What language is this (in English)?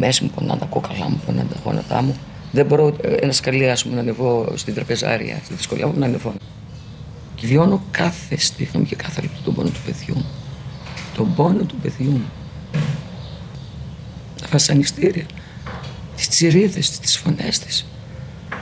Greek